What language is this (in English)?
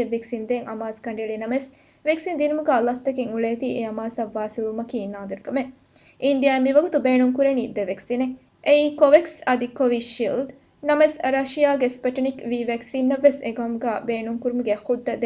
Divehi